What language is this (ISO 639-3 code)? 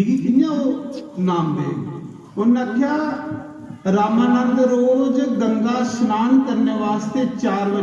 doi